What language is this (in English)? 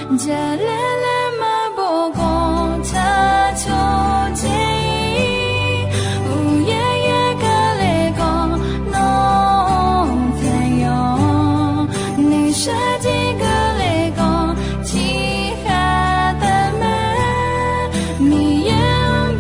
Akha